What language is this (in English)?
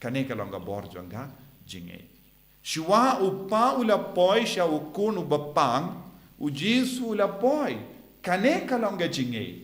Khasi